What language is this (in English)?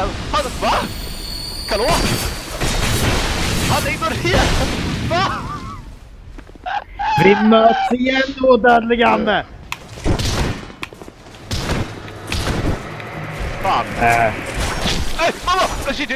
Swedish